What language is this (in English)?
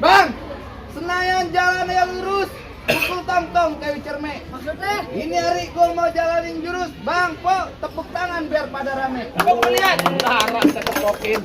Betawi